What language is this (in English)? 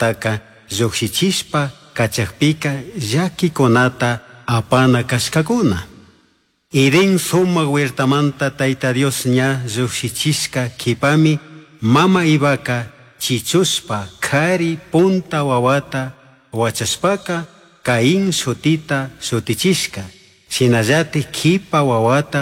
Chimborazo Highland Quichua